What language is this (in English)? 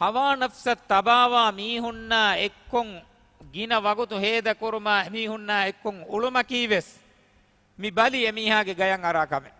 Divehi